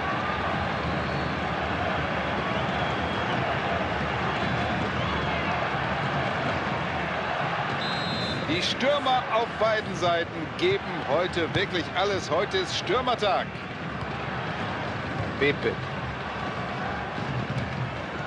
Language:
German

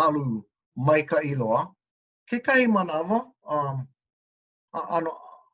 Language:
Hawaiian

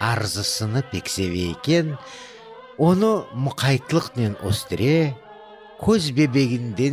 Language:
Crimean Tatar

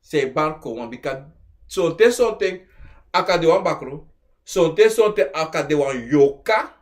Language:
Sranan Tongo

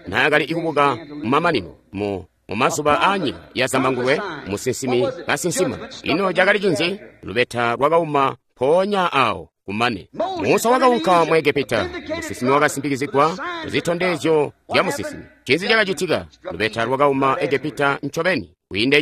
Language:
Tonga (Zambia)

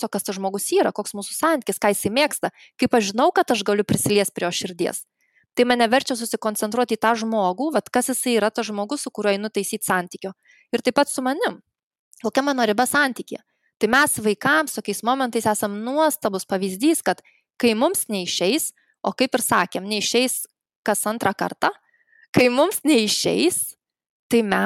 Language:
Lithuanian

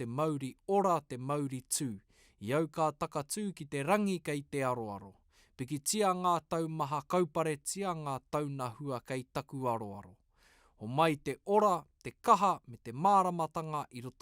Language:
Māori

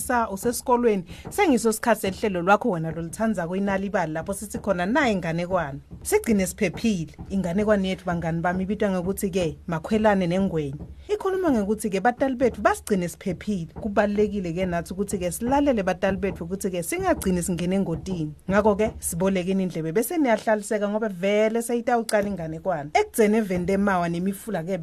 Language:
Swati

